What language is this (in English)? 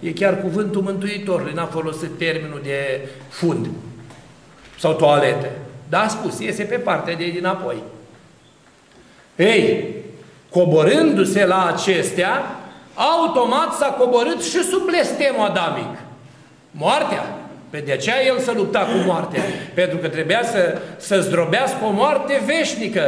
Romanian